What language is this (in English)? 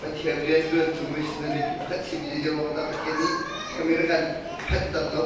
Hakha Chin